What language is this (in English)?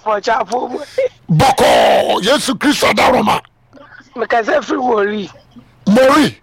Akan